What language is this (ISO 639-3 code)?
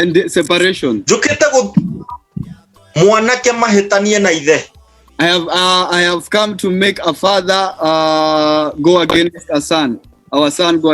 kik